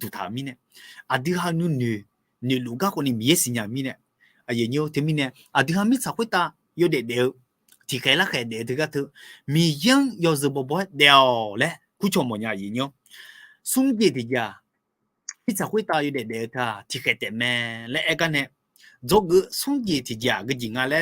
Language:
Akha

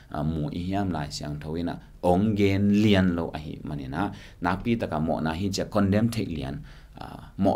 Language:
Tedim Chin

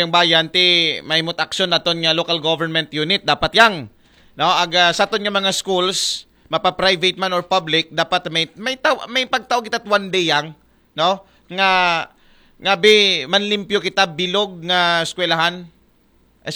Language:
Aklanon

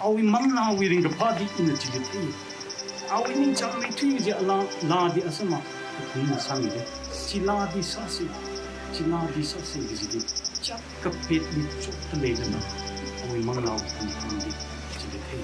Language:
Tangkhul Naga (India)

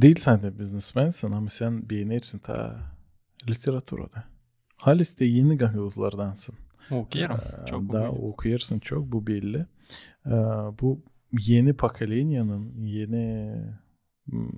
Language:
Gagauz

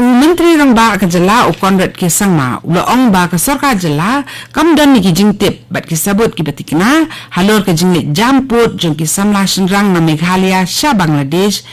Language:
Khasi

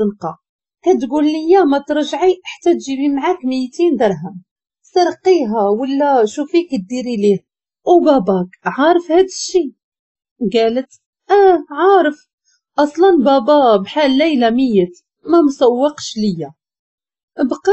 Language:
Moroccan Arabic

